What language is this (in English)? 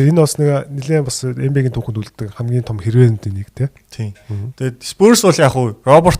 Mongolian